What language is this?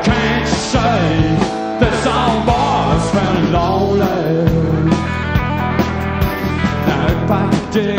English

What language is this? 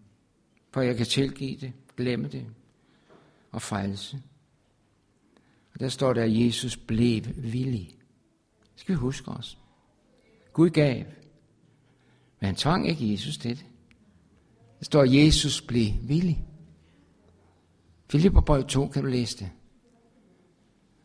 Danish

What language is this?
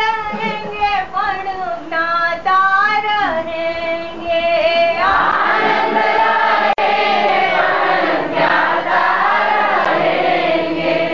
Gujarati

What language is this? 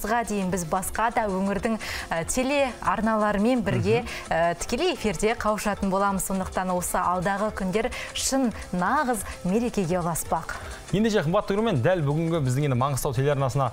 Kazakh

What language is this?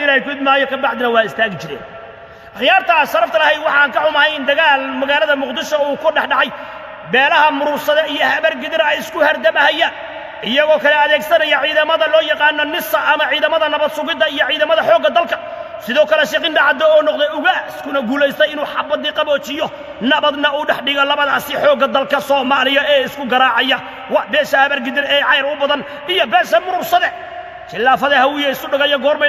Somali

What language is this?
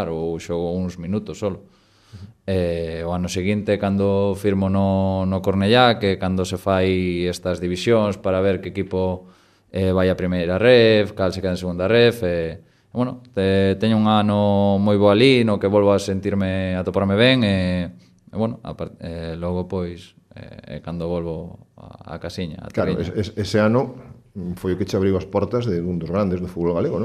Galician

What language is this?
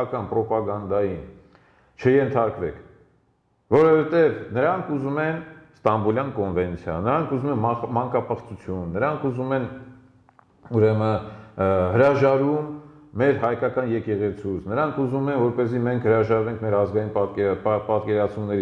Armenian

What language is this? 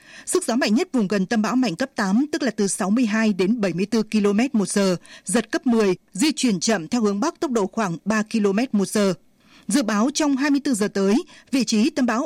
Vietnamese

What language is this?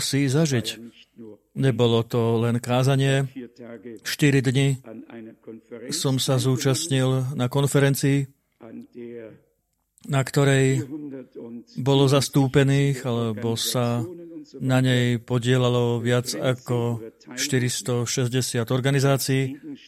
Slovak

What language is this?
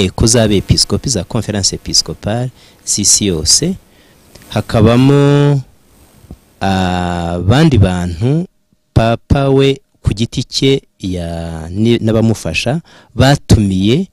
Kinyarwanda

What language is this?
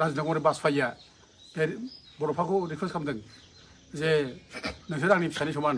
Bodo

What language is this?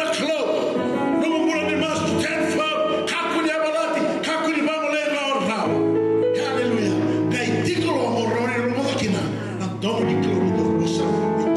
Fijian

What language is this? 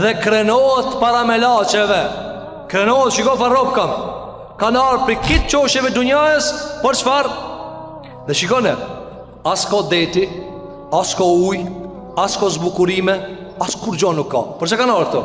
Albanian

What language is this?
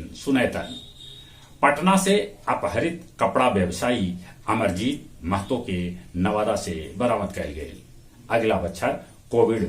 Magahi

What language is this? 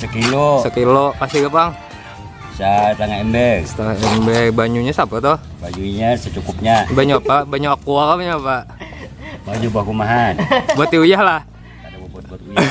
Banjar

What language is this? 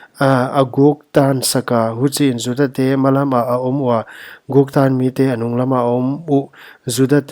Paite Chin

